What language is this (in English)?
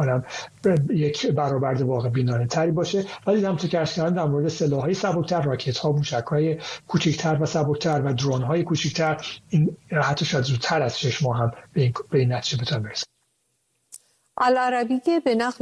Persian